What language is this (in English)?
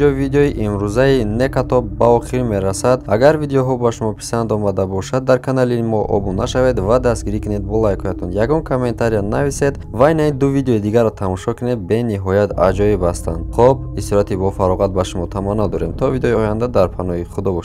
Tajik